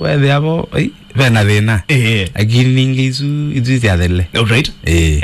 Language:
Kamba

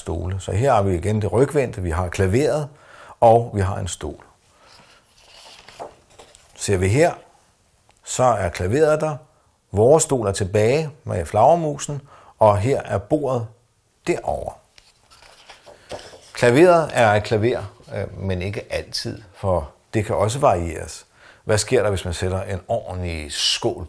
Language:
Danish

